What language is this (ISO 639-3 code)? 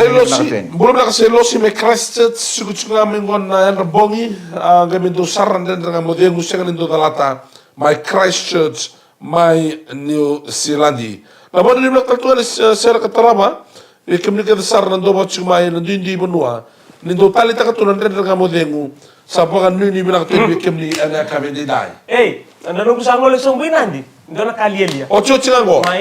fij